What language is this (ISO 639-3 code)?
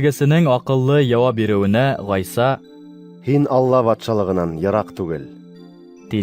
bak